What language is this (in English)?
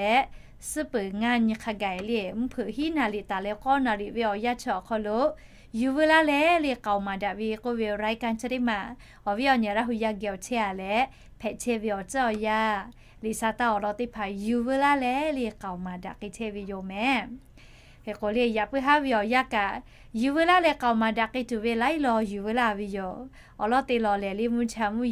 Lahu